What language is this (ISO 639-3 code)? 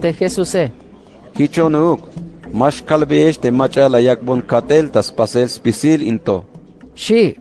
tzh